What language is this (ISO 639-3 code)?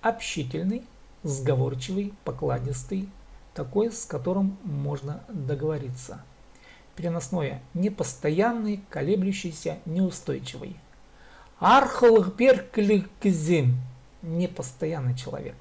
kjh